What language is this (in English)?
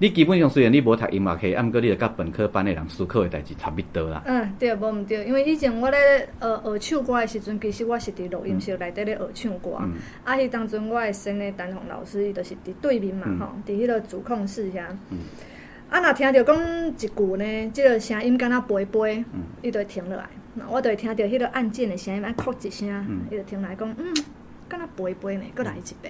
Min Nan Chinese